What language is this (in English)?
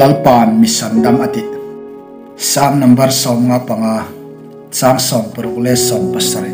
Hmar